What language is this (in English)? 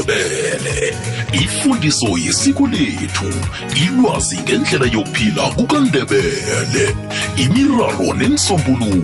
South Ndebele